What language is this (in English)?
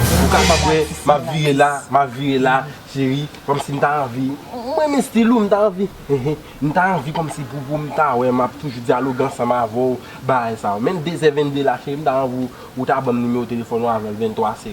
Haitian Creole